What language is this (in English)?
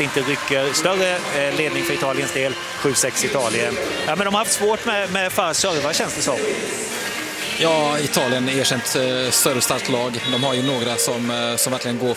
Swedish